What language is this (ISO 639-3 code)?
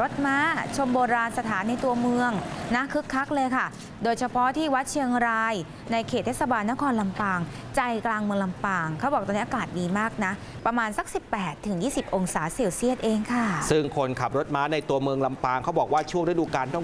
tha